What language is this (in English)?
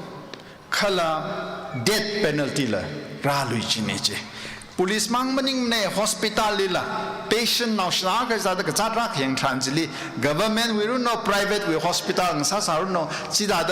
Tangkhul Naga (India)